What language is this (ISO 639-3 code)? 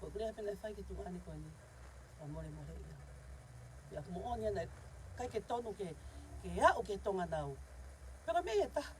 ton